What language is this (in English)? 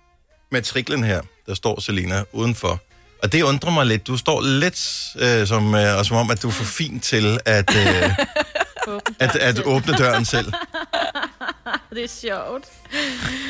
Danish